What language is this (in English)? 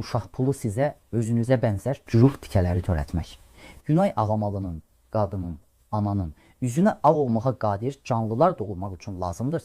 Azerbaijani